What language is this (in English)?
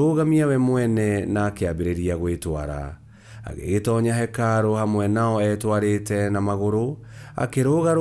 Kikuyu